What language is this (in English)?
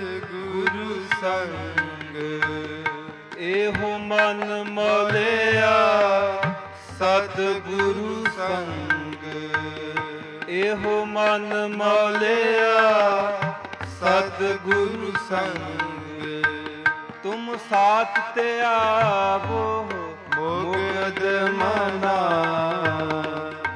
Punjabi